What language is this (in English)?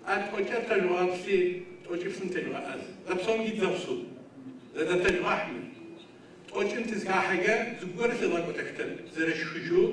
Adyghe